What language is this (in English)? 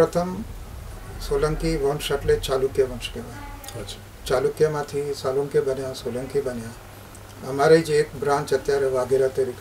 Gujarati